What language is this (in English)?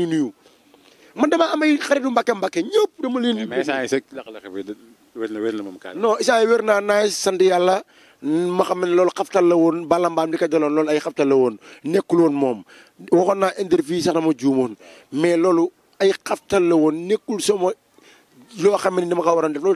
Wolof